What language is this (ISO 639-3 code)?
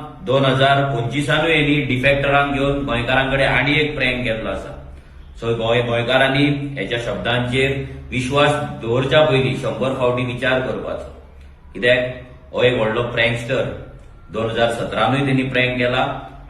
kok